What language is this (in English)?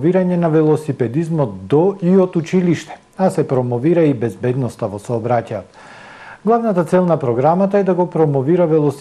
Macedonian